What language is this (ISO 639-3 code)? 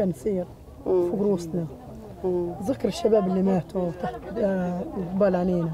apc